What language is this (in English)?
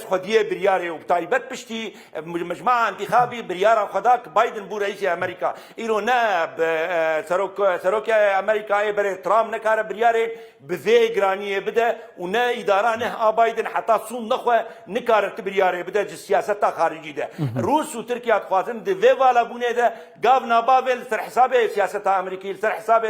Kurdish